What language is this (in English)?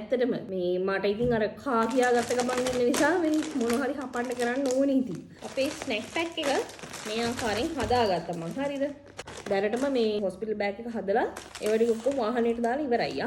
Sinhala